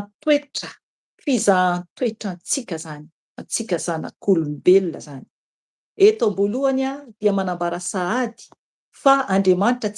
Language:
Malagasy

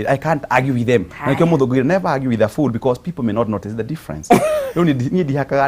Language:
Kikuyu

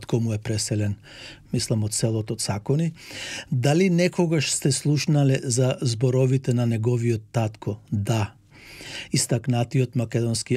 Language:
Macedonian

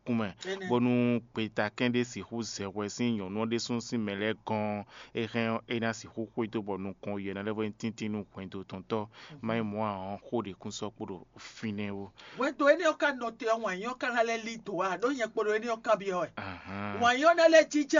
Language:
Fon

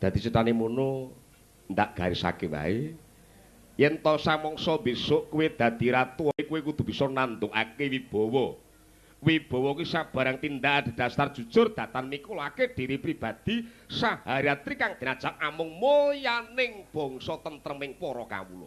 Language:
Javanese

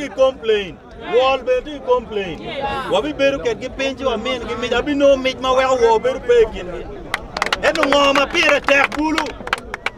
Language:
Acoli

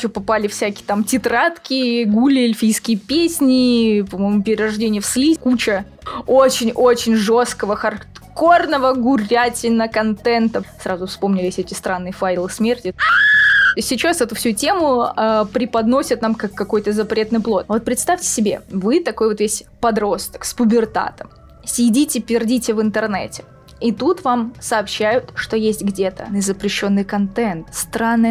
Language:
Russian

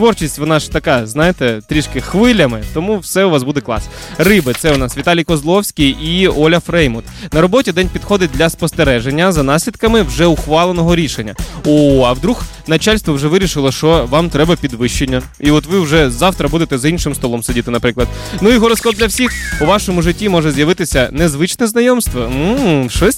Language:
Ukrainian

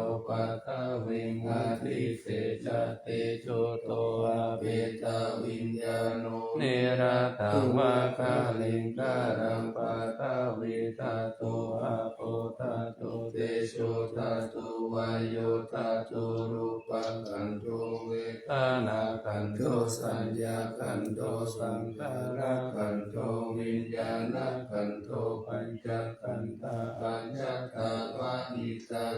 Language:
Pali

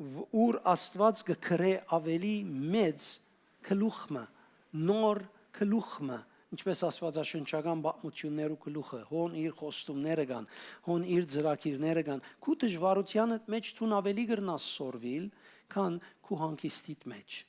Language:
Western Armenian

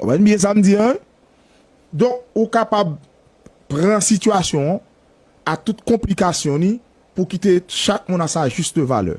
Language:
Haitian Creole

